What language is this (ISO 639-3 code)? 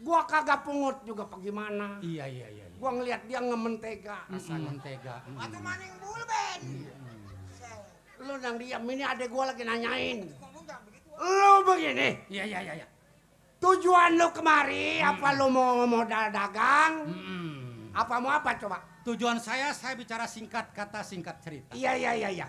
bew